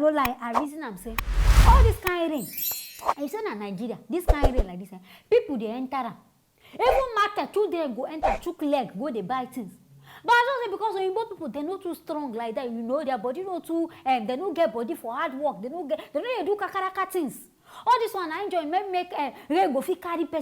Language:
Nigerian Pidgin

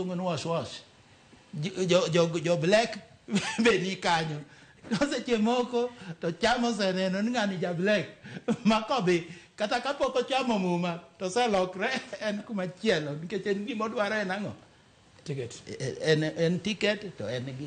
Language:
Luo (Kenya and Tanzania)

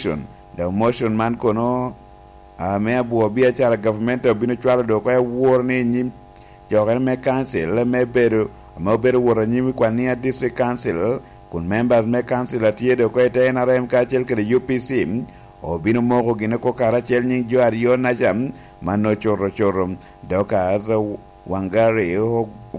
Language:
Lango (Uganda)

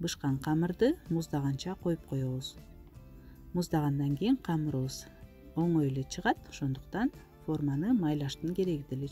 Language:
Kyrgyz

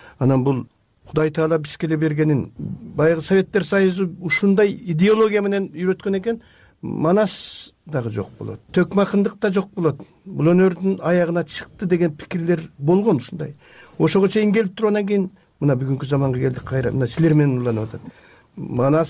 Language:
Kyrgyz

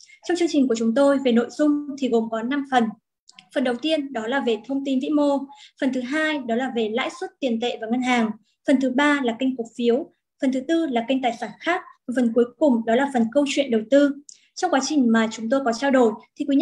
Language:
Vietnamese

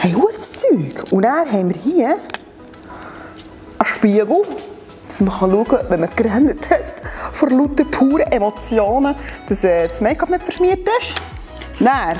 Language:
Swiss German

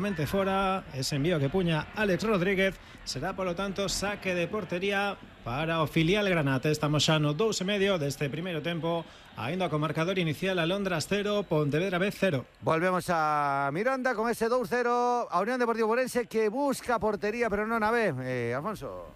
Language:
Galician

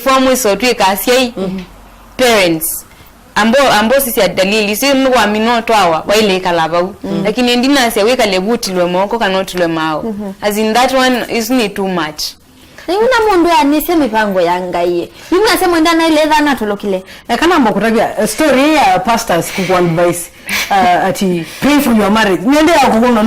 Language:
Kamba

